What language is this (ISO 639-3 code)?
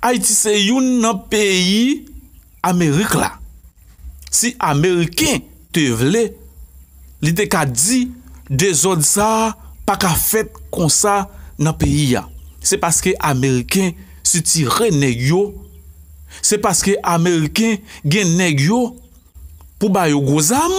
hat